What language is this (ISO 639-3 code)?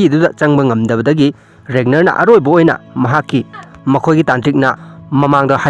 mni